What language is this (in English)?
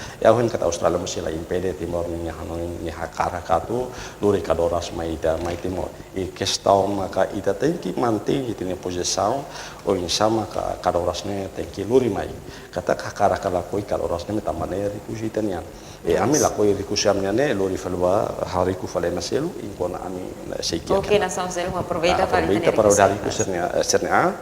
Tetum